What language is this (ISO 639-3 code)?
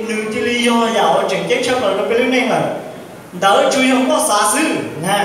hmn